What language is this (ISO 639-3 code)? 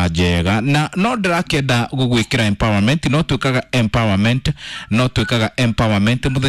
kik